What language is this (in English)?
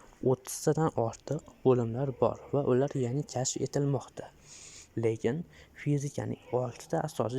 Uzbek